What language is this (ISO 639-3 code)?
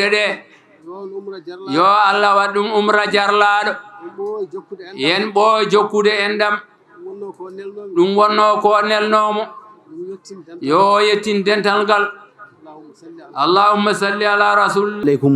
ful